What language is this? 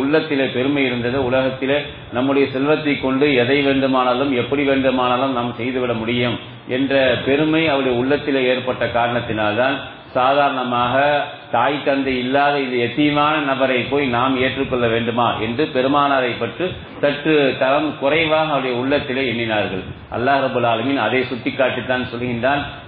Tamil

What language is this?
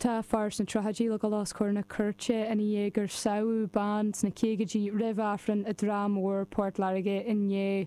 Irish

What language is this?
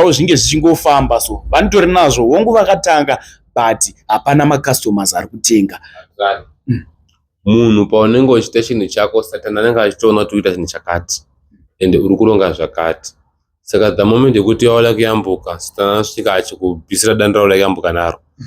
Shona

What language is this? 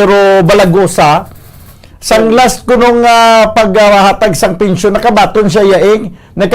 Hiligaynon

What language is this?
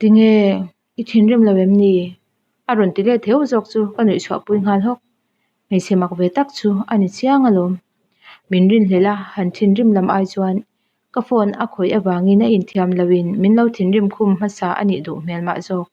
Mizo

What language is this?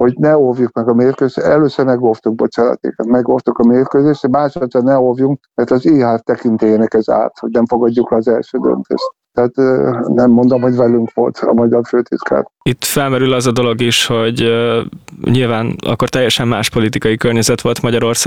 Hungarian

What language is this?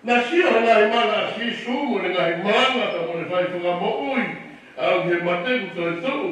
Tongan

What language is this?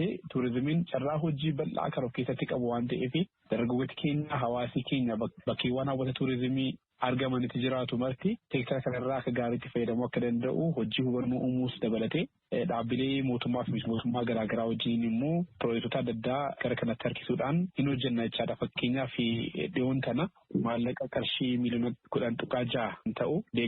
Oromo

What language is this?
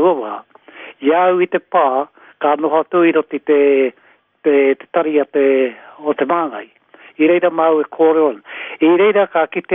Māori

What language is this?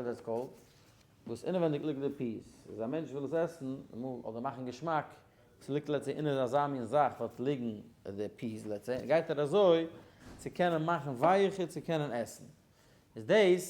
Yiddish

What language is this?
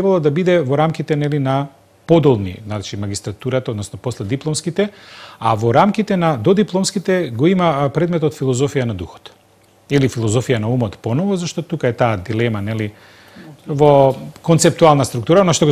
Macedonian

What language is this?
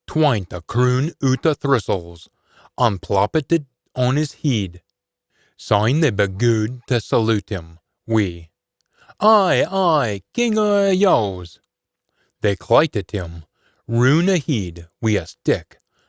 Scots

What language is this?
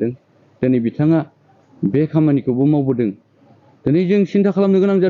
Bodo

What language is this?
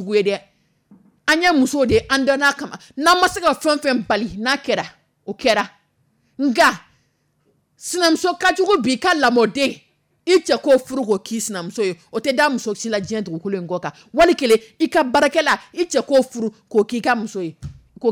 Dyula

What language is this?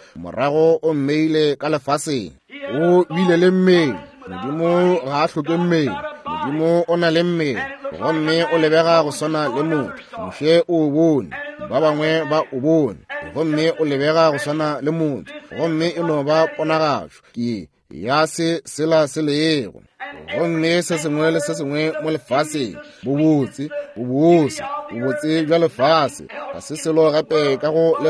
Northern Sotho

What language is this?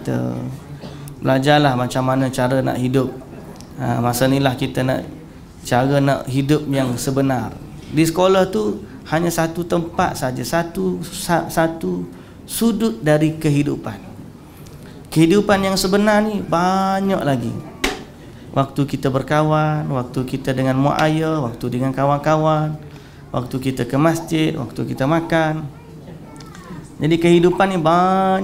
Malay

